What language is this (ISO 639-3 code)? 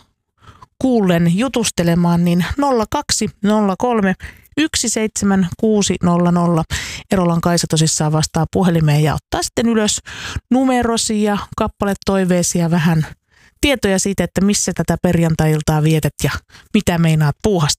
fin